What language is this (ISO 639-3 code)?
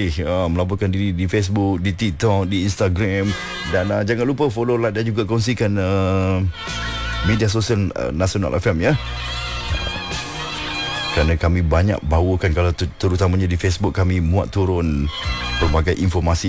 msa